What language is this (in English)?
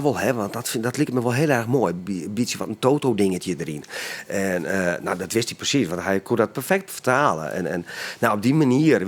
Western Frisian